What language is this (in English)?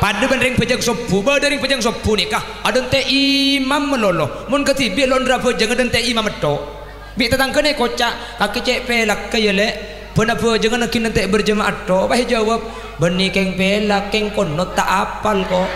Madurese